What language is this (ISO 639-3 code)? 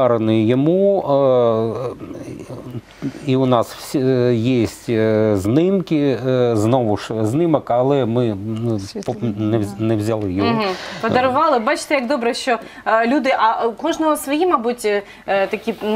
ukr